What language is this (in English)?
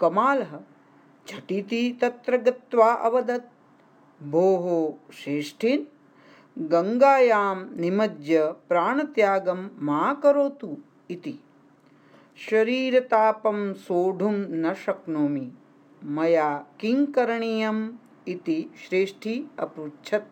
Sanskrit